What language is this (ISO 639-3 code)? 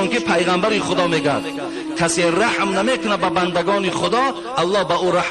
tgk